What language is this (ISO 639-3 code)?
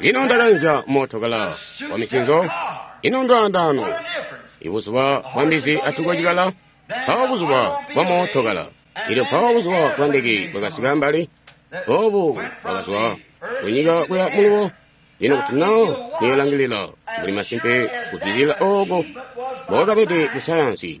toi